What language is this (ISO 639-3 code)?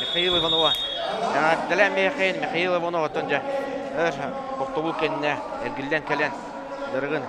sah